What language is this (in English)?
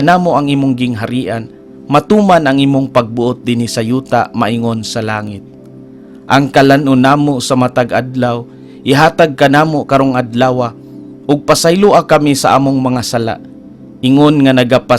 Cebuano